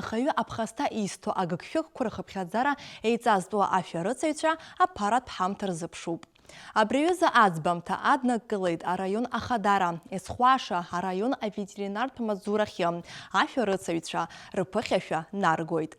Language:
Abkhazian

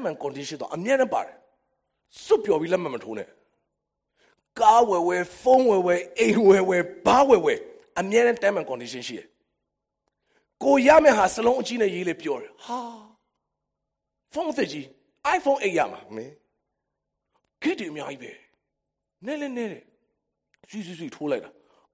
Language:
Burmese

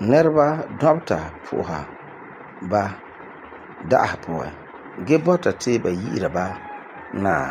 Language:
Frafra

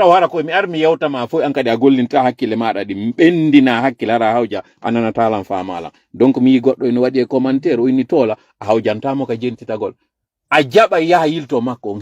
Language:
Fula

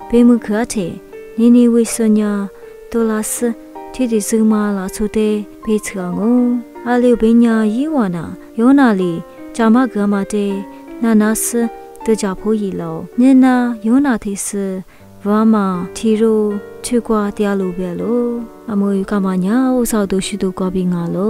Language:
Lisu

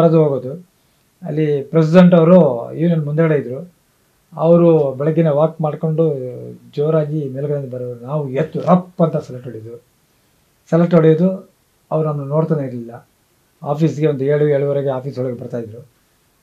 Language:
Kannada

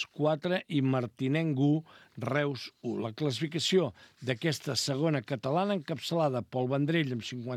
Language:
Catalan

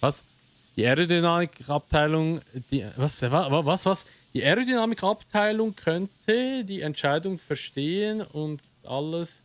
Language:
Swiss German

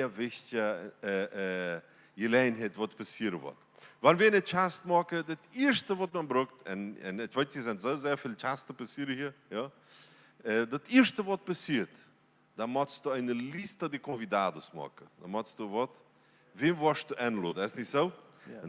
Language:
Plautdietsch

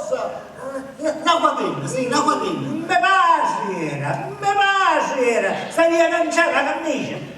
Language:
Sicilian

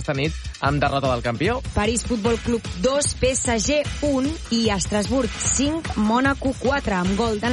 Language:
Catalan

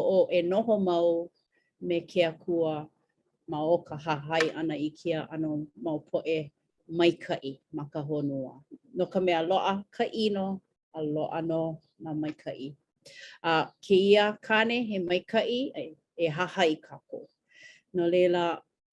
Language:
Hawaiian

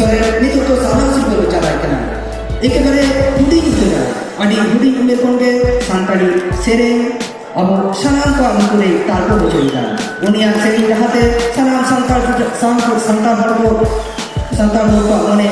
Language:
Santali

